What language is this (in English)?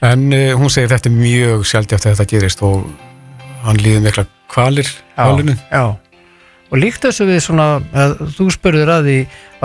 Icelandic